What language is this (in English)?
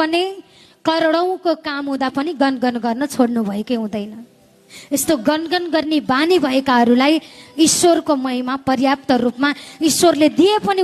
Nepali